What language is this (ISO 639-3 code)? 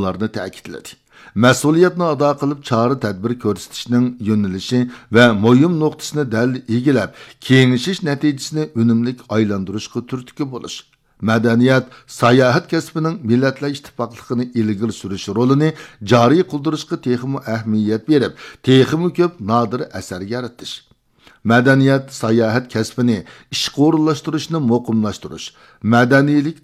uig